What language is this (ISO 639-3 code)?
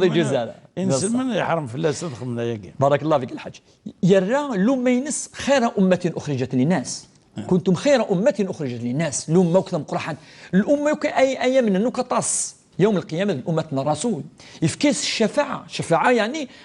kab